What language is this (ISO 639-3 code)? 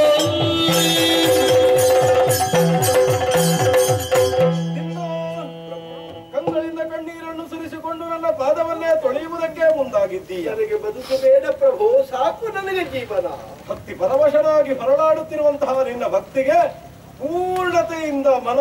kan